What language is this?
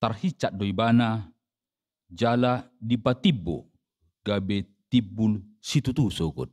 Batak Toba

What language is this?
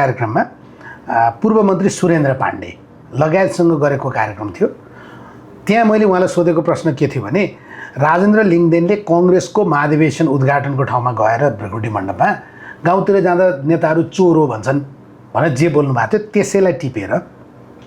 Nepali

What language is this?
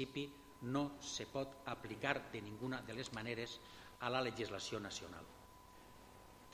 Catalan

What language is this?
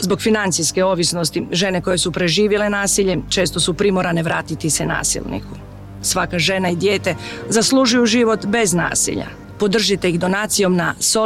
Serbian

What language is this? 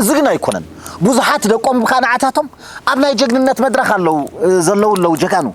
Tigrinya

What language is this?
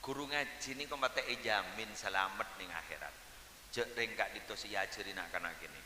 Madurese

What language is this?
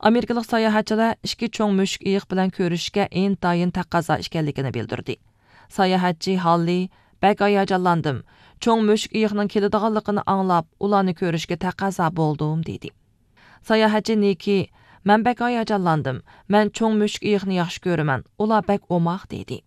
Uyghur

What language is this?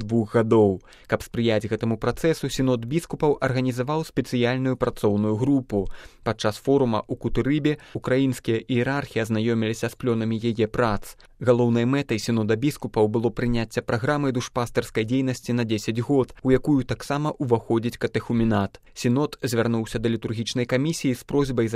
Belarusian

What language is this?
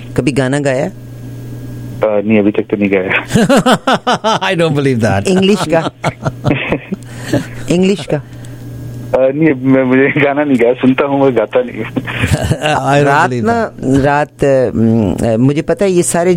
Urdu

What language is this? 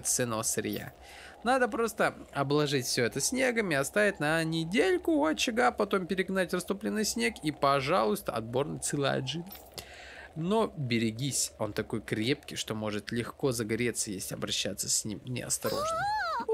Russian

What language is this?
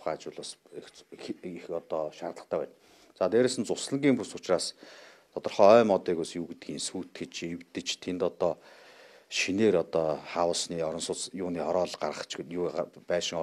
Mongolian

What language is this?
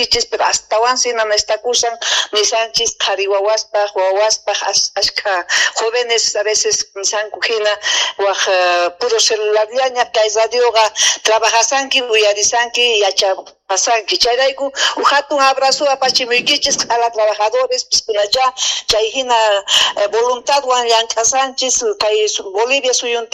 Quechua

